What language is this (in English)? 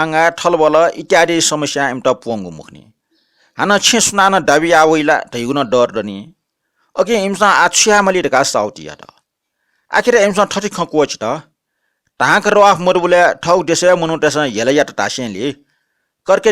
Newari